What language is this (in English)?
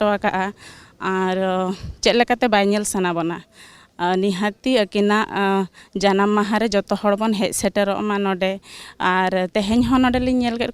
Santali